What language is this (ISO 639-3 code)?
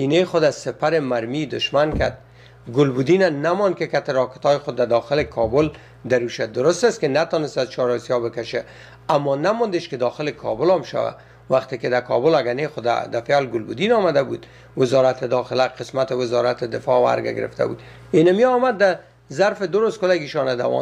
fas